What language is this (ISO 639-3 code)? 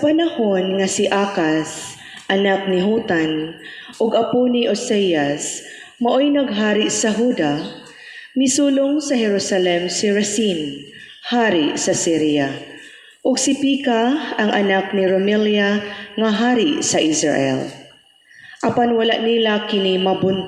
ceb